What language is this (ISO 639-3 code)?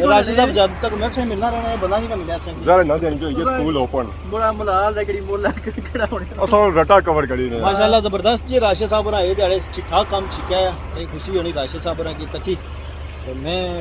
phr